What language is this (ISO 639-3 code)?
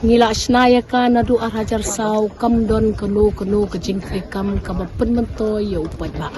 kha